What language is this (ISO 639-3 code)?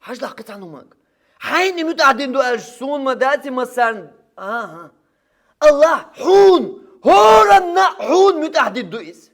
che